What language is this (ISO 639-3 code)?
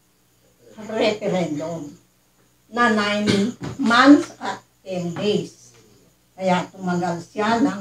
fil